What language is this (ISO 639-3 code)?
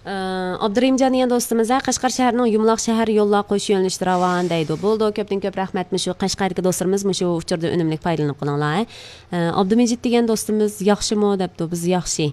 uig